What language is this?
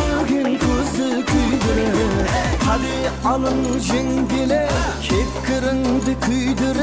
Kara-Kalpak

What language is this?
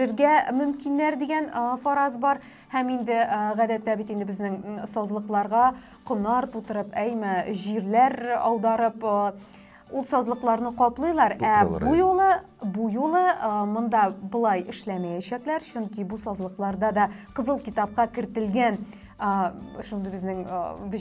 Tatar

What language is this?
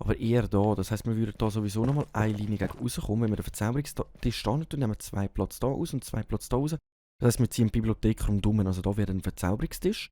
Swiss German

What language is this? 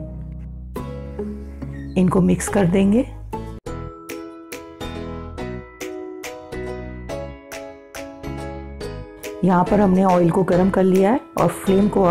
Hindi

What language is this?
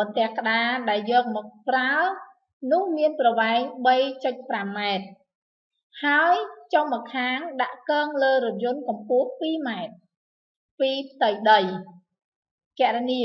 Khmer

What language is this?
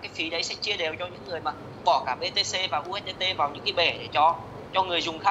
Vietnamese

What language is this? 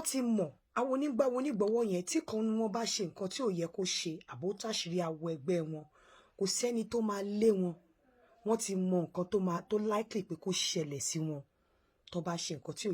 Yoruba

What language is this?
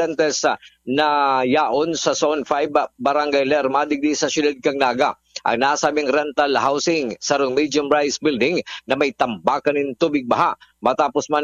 Bikol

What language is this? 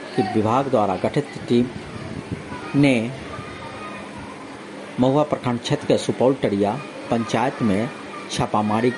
Hindi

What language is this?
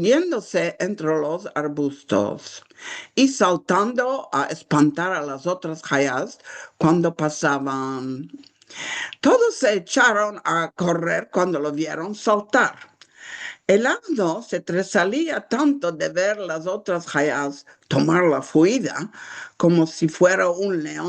Ladino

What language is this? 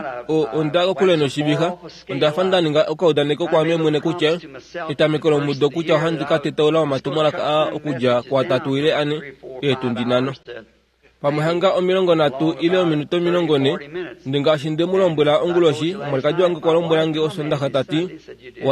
Kuanyama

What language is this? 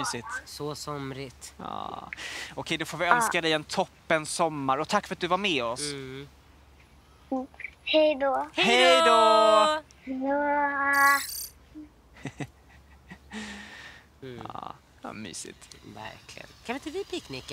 Swedish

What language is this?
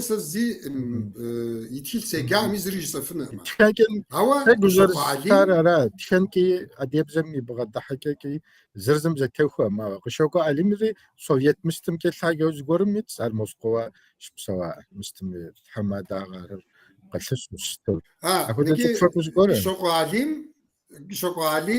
Kabardian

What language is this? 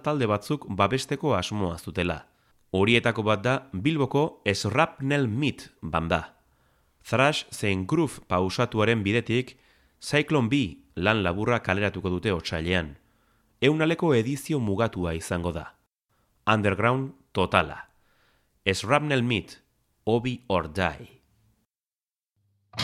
Basque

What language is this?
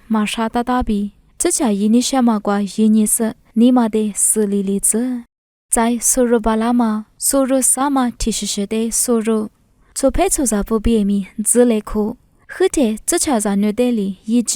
Lisu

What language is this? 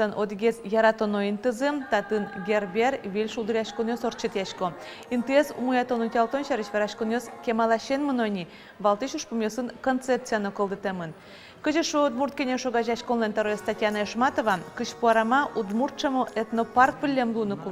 Udmurt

